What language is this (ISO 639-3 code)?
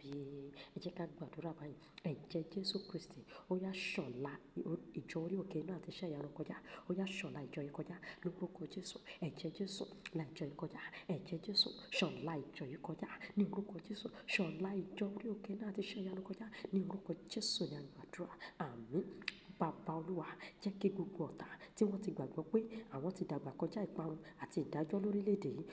yor